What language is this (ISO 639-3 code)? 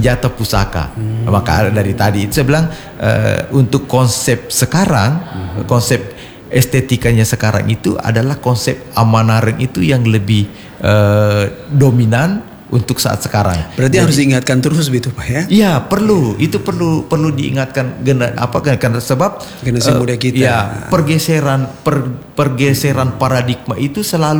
ind